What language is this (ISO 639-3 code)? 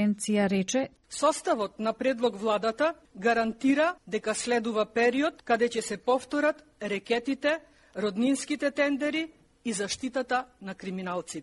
mkd